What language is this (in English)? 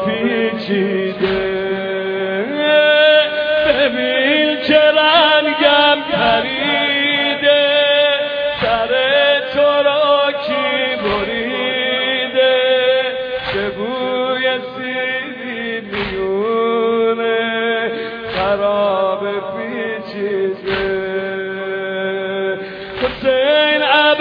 Persian